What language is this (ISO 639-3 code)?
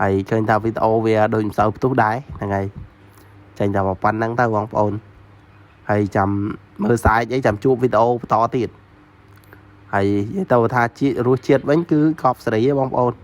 khm